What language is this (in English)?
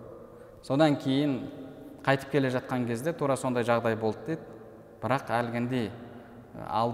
Kazakh